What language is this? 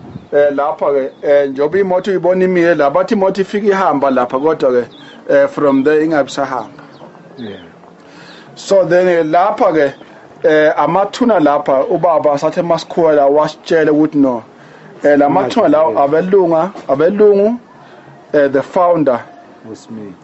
Zulu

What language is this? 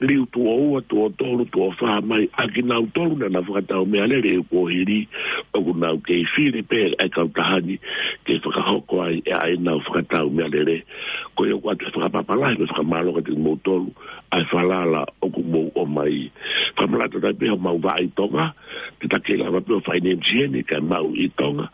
Tongan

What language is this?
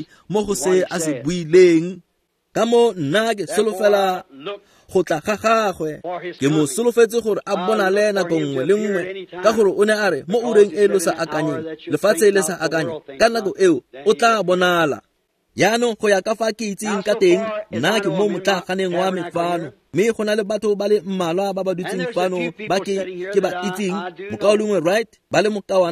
Tswana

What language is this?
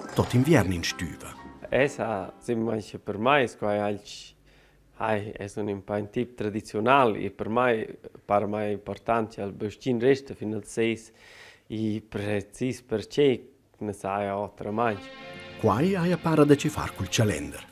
Romansh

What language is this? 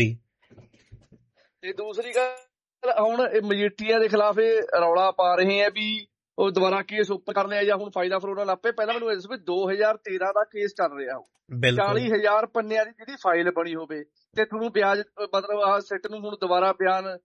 Punjabi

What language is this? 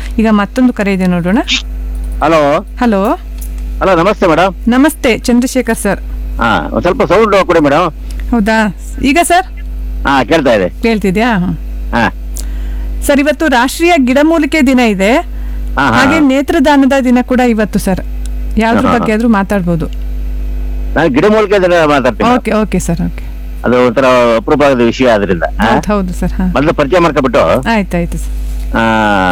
Kannada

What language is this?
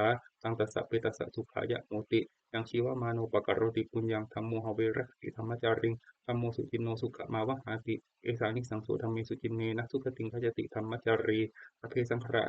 Pali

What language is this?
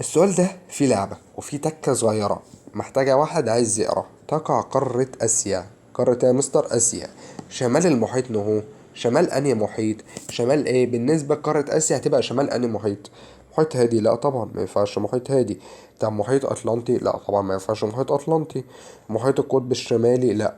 Egyptian Arabic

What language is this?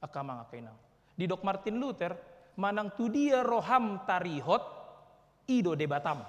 Batak Toba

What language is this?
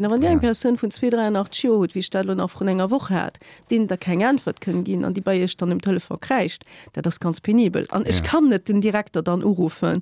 Luxembourgish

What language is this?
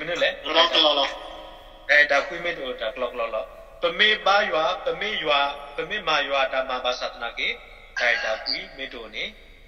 S'gaw Karen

